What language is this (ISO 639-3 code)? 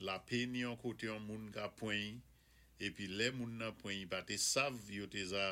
acf